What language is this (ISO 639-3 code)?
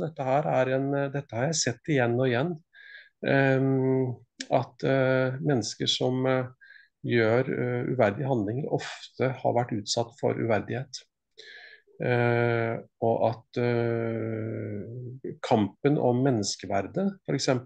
nor